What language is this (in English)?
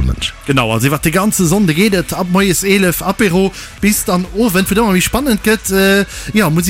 Luxembourgish